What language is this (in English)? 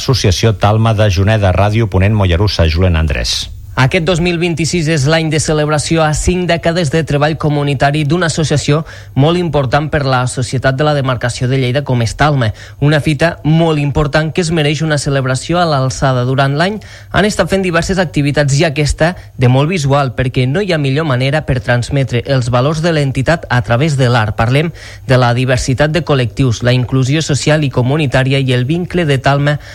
Catalan